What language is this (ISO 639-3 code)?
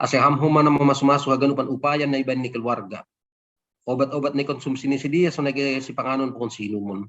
bts